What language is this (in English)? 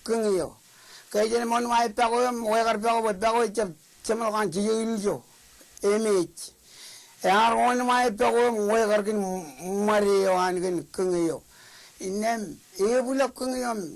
Marshallese